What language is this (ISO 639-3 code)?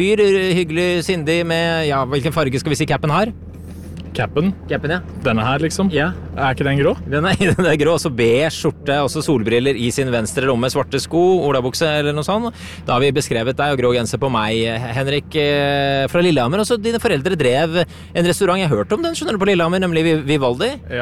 nor